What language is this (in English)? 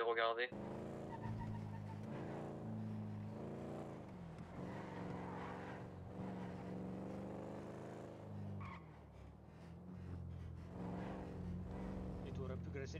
French